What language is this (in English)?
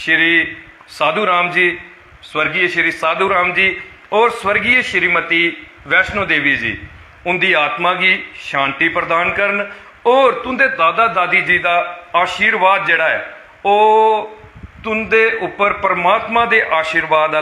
Dogri